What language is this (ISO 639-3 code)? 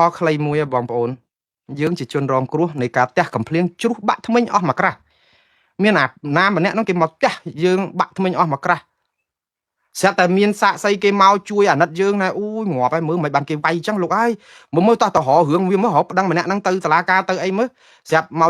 khm